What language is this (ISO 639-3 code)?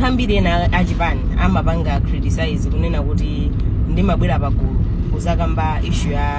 nya